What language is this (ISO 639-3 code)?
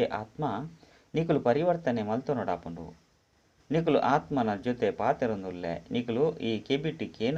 tcy